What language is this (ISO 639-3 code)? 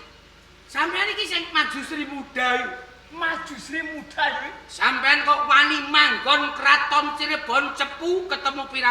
jav